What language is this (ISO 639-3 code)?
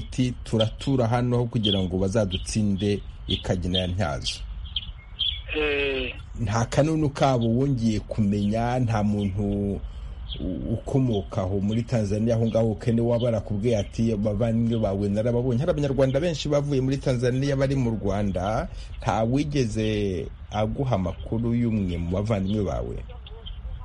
kin